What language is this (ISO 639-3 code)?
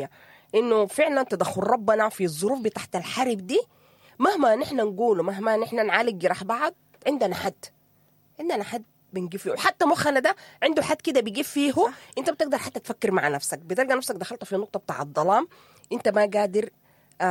apd